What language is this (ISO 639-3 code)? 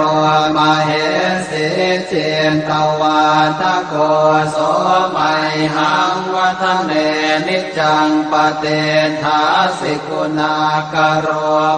pli